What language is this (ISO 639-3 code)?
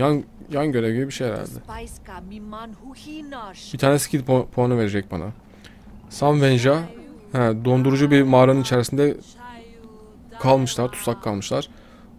tur